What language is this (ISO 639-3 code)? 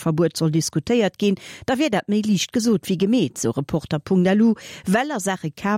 ltz